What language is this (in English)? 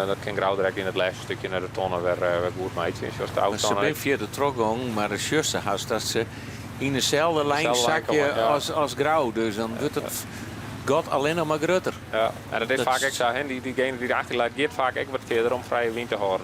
Western Frisian